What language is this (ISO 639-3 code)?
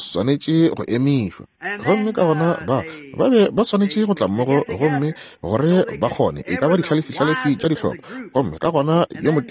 nso